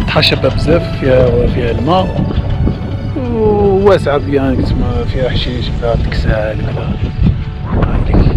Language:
Algerian Arabic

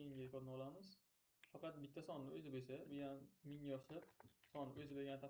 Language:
Uzbek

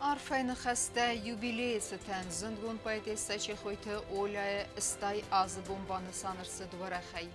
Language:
Ossetic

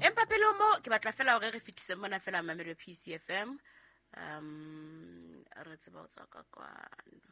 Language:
Southern Sotho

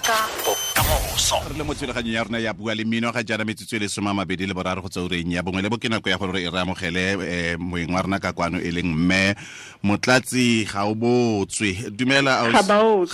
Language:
Tswana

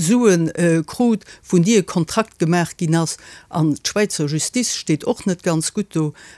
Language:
Luxembourgish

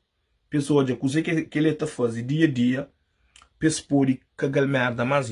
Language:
Kabuverdianu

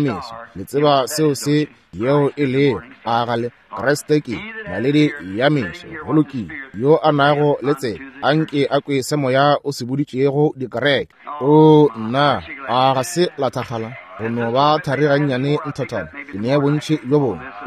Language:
Northern Sotho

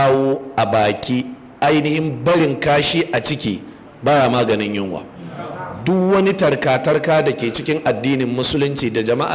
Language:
Hausa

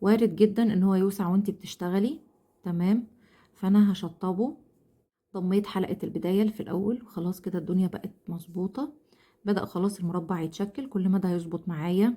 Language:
Egyptian Arabic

